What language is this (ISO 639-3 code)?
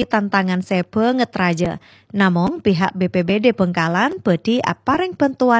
mad